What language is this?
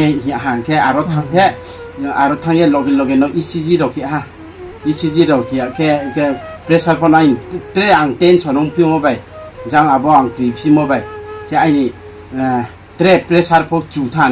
Riang (India)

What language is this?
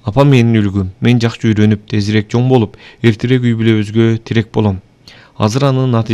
Kyrgyz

